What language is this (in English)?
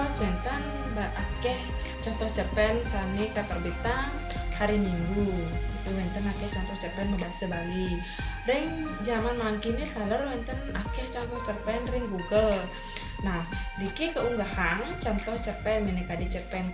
Balinese